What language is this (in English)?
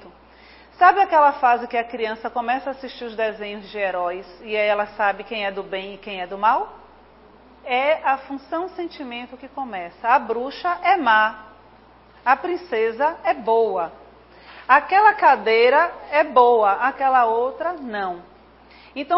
Portuguese